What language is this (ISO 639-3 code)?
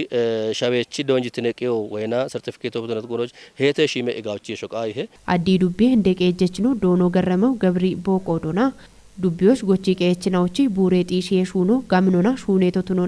kbr